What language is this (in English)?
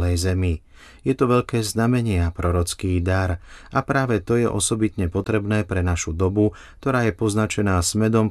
Slovak